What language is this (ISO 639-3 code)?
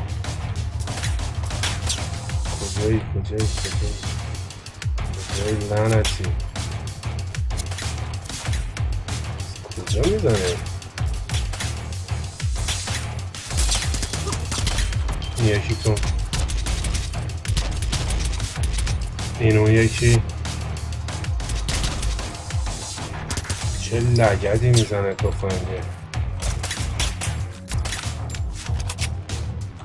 fas